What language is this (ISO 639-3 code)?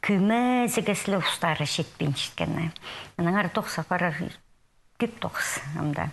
kjh